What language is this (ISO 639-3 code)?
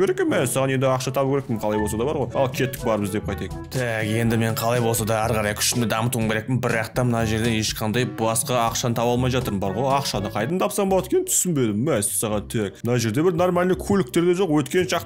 kaz